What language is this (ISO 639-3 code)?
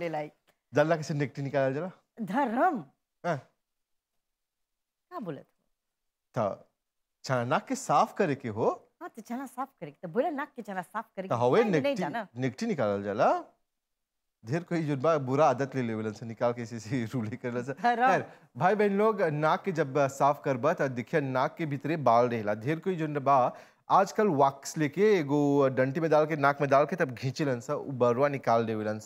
bho